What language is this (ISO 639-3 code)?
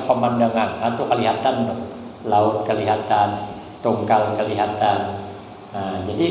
bjn